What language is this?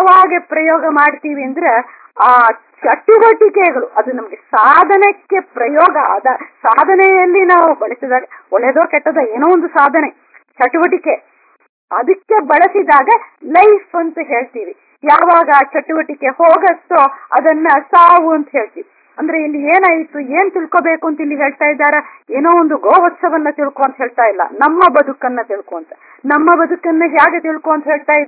Kannada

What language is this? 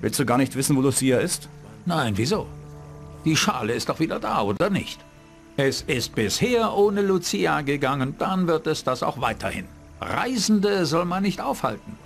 Bavarian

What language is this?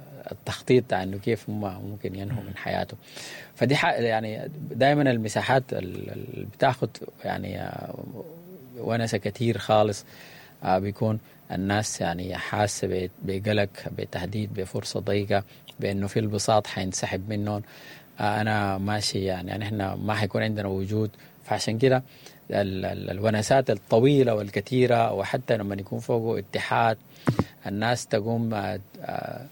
Sudanese Arabic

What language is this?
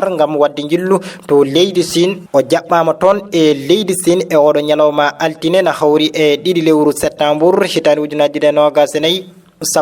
Fula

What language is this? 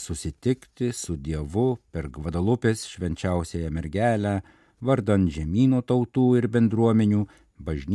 Lithuanian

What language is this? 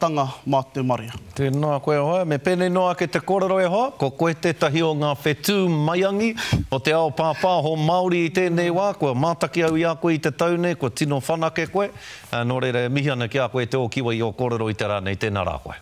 Māori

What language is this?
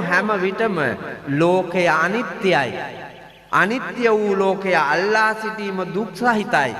Sinhala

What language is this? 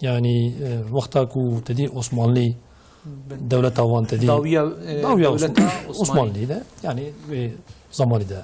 Kurdish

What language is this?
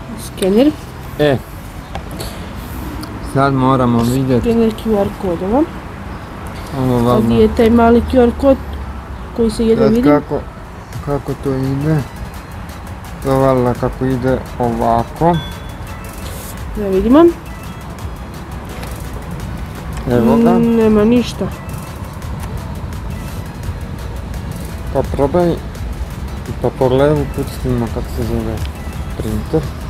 Croatian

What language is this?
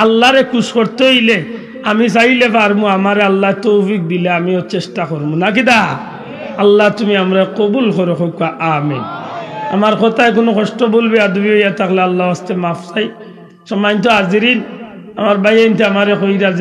Sylheti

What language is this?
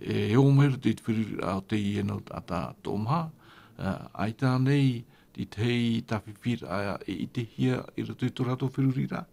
Tahitian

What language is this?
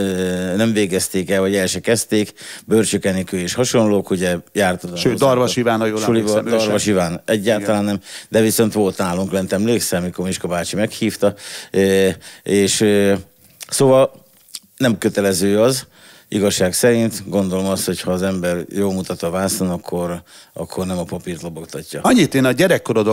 Hungarian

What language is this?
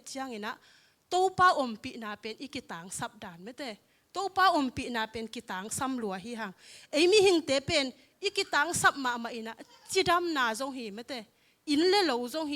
Tedim Chin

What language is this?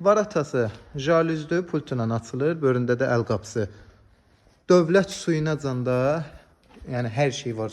Azerbaijani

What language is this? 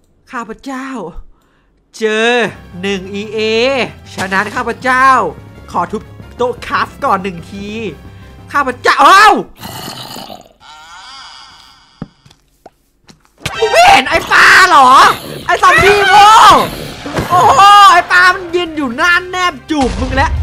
Thai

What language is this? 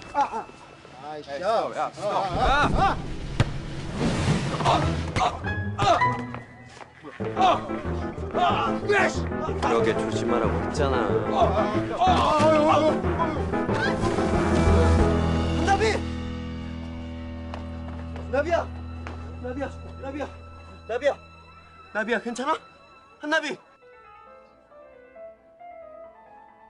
Korean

